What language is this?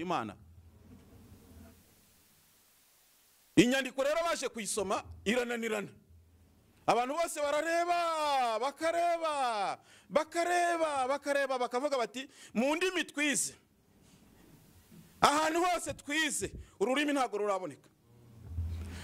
Kinyarwanda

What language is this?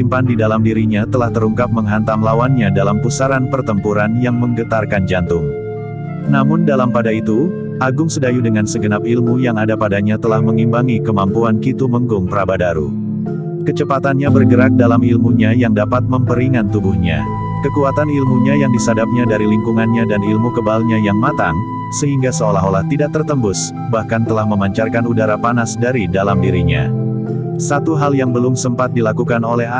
Indonesian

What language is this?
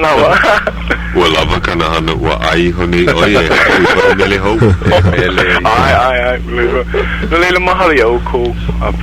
Hawaiian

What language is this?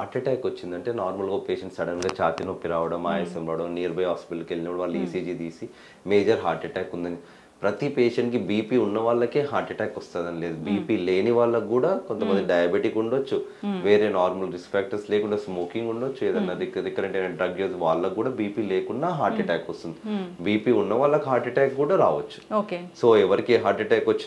Telugu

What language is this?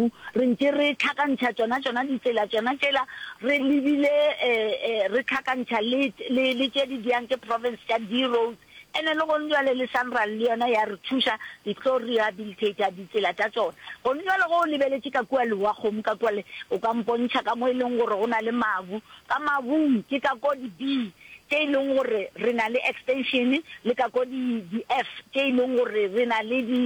Northern Sotho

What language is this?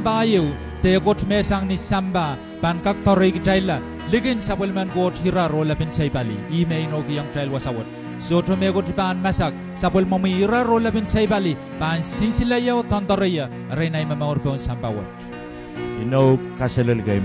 Pohnpeian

